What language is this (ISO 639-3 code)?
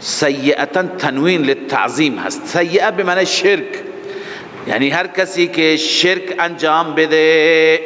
fas